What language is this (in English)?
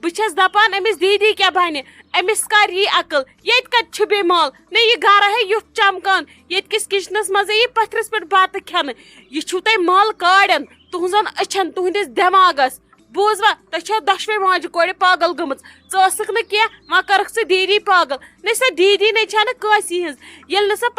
Kashmiri